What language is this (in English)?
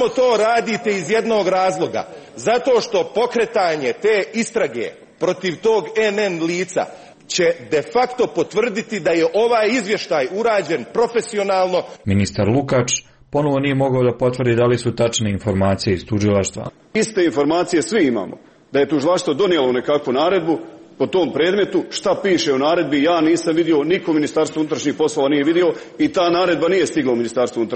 Serbian